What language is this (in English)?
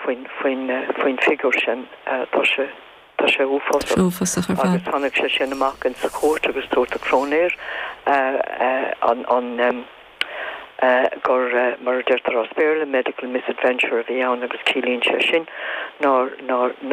Irish